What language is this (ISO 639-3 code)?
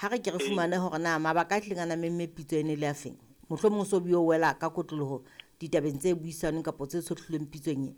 sot